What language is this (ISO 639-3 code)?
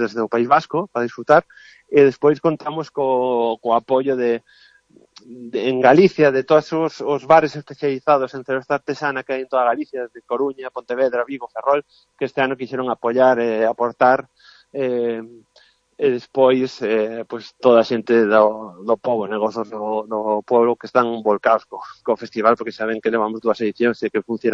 glg